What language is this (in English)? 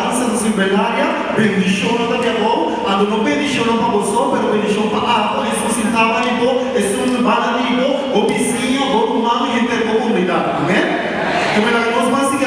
Papiamento